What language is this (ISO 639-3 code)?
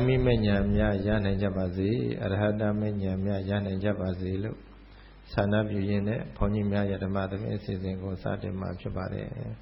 mya